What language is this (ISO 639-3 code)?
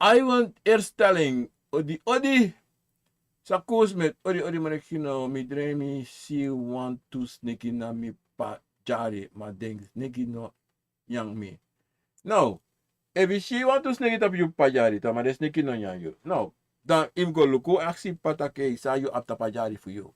srn